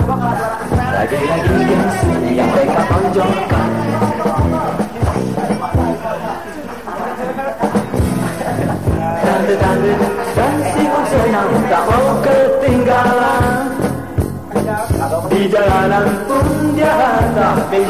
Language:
Malay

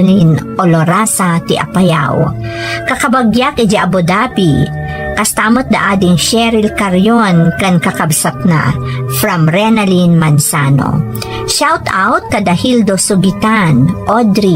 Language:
Iloko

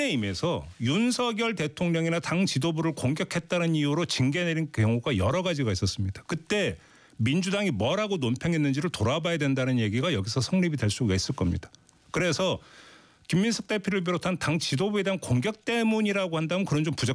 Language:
Korean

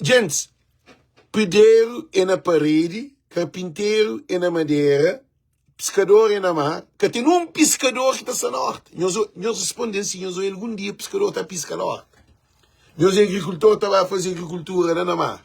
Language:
Kabuverdianu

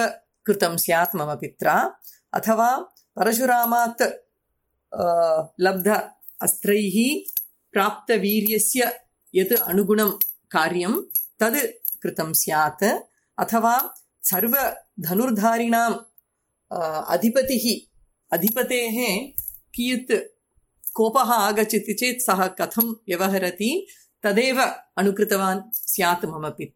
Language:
Sanskrit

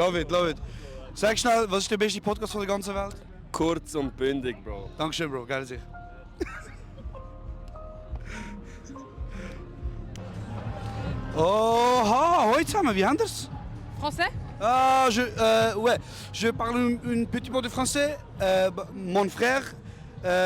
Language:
Swiss German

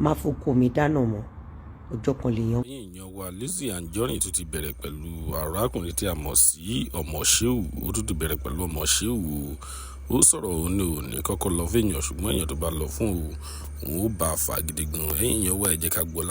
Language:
Yoruba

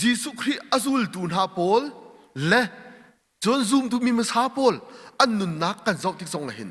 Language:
Hakha Chin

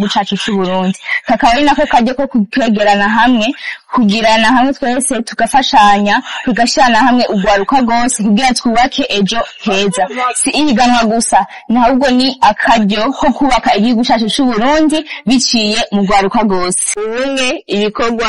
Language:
Rundi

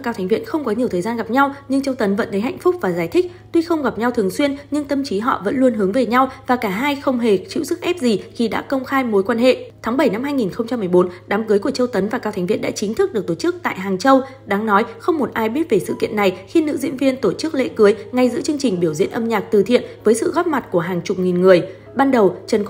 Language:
Vietnamese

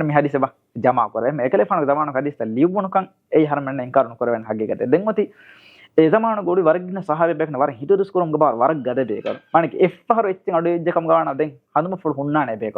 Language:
Divehi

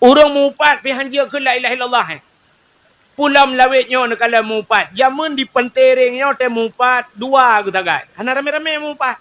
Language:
Achinese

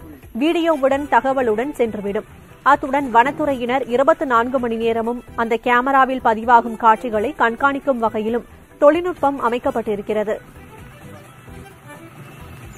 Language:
Tamil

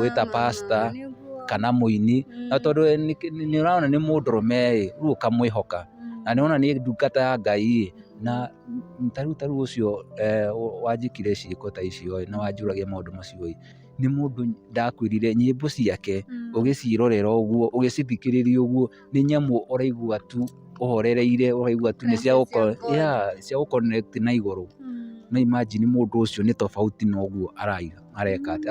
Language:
Kikuyu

